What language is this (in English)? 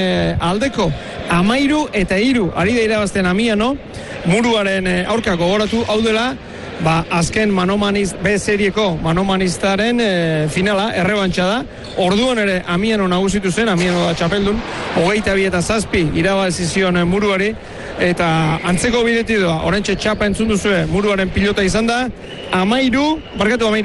Basque